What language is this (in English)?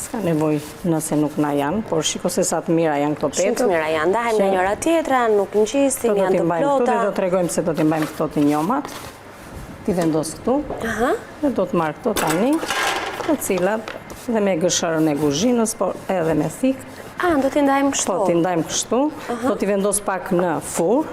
Albanian